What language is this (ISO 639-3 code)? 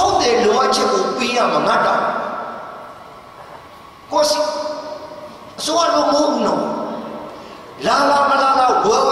mya